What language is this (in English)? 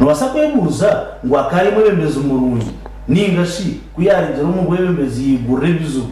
Nyankole